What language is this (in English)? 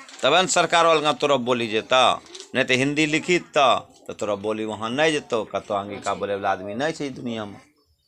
Angika